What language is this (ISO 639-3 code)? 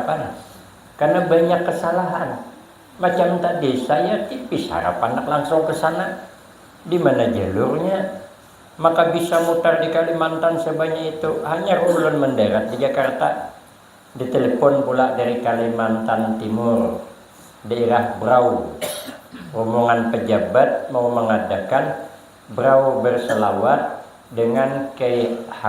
bjn